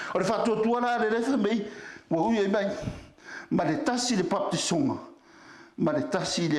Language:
Samoan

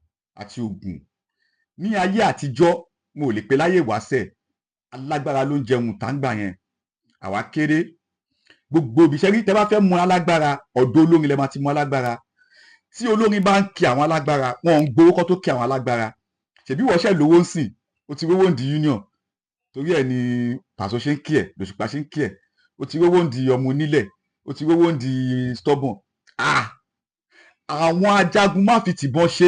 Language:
Yoruba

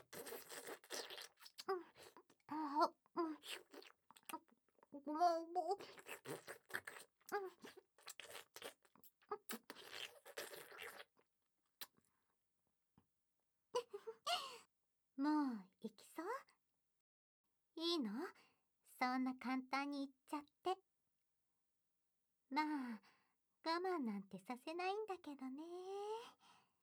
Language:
Japanese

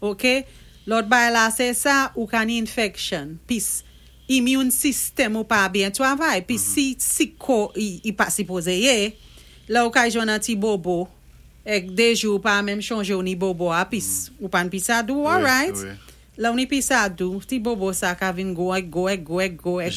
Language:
Saint Lucian Creole French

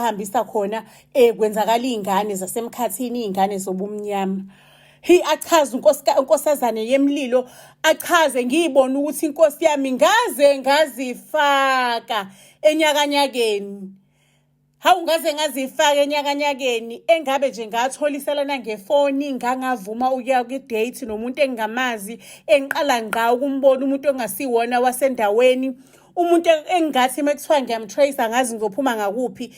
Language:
Zulu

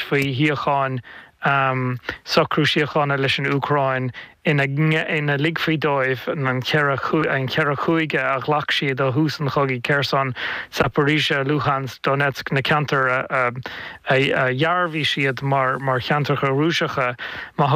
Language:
Irish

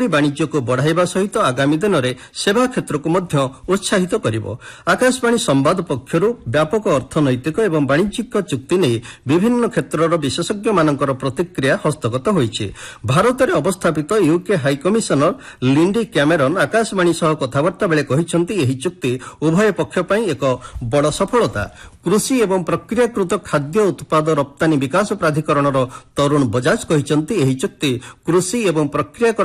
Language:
Odia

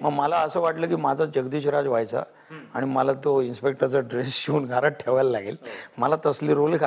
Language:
Marathi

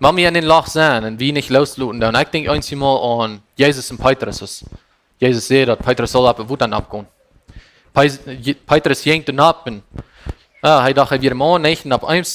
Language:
Plautdietsch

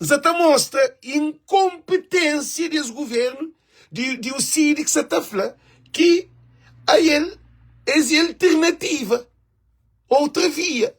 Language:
Kabuverdianu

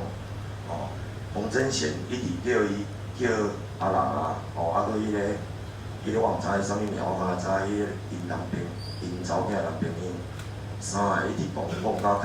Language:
Min Nan Chinese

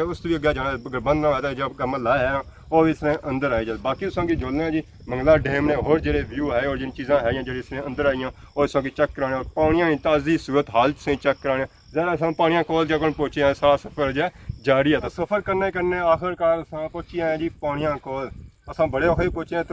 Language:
Pahari-Potwari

